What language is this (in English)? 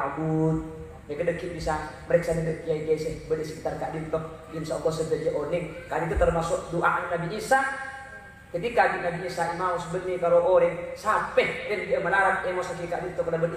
Madurese